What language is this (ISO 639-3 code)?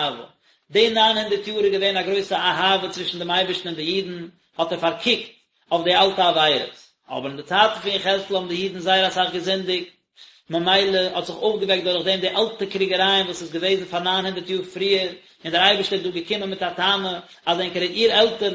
yid